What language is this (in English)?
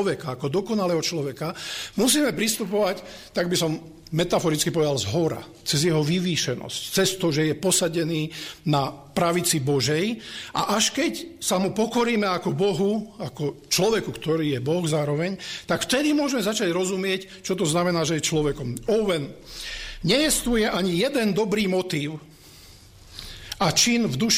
Slovak